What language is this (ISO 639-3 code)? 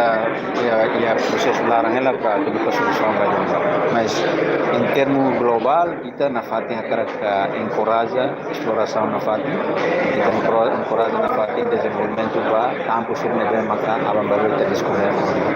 tet